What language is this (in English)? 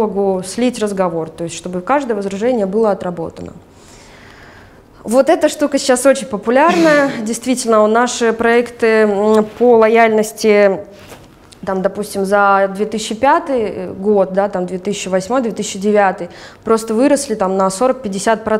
Russian